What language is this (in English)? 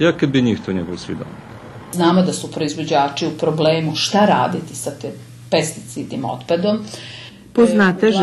Rusyn